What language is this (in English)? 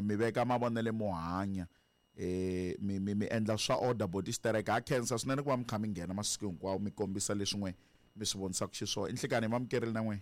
Tsonga